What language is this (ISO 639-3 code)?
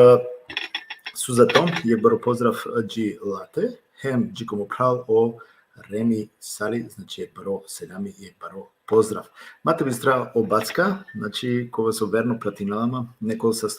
rmn